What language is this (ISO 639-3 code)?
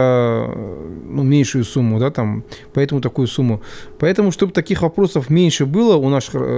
rus